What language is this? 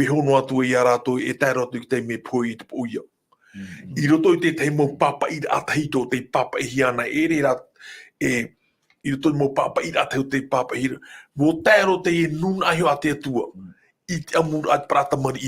Tahitian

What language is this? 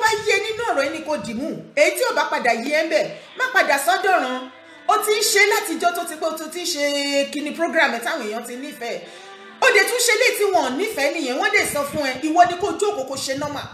Yoruba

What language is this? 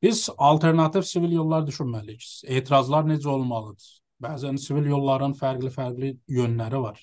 South Azerbaijani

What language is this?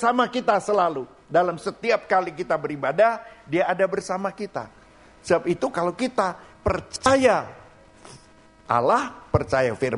Indonesian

